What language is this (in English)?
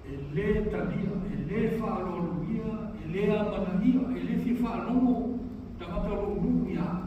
Samoan